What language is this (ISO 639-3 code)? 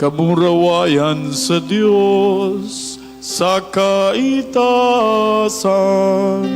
bik